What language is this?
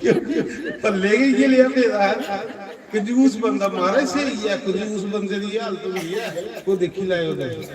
Dogri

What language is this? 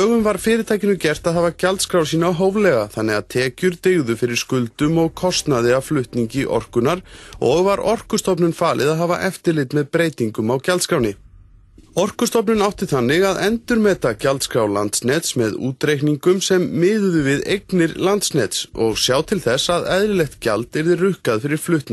Icelandic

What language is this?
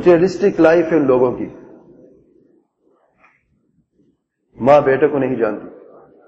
Urdu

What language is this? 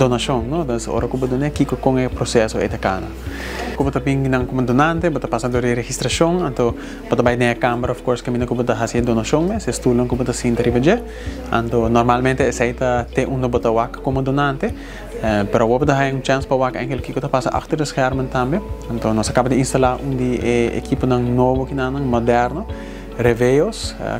Papiamento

